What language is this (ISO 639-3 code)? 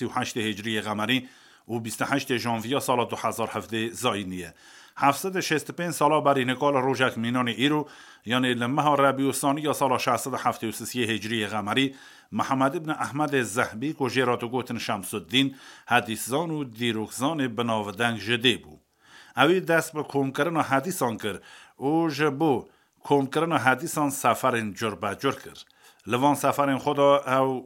kur